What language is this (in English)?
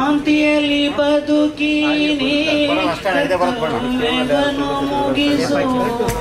Kannada